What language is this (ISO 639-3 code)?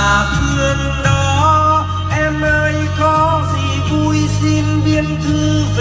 vie